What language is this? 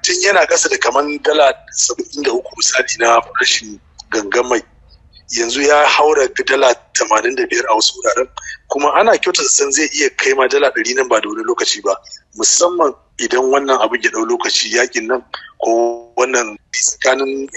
Hausa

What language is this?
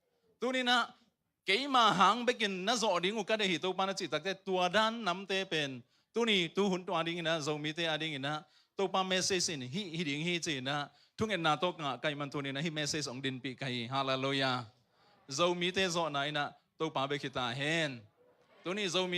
Tedim Chin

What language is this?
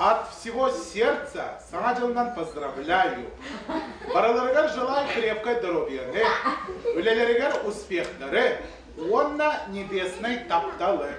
Yakut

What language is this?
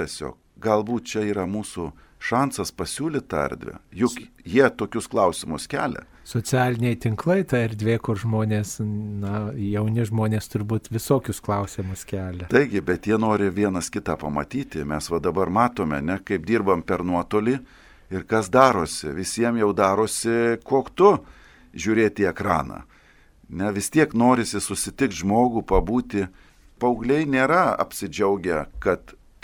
Lithuanian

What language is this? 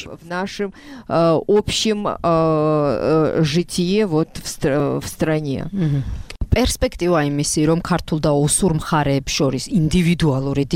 Georgian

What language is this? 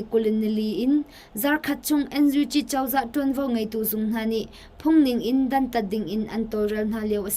Hakha Chin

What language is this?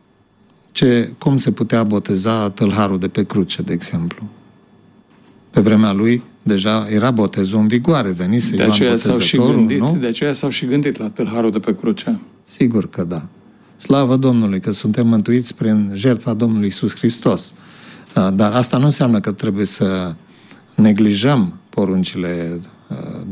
Romanian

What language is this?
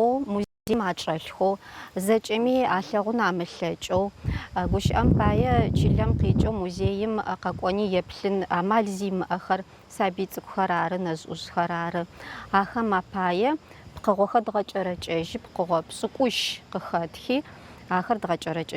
Adyghe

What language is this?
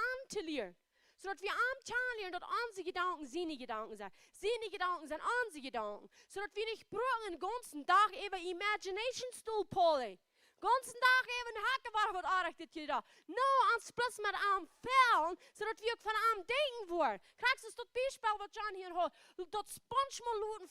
Plautdietsch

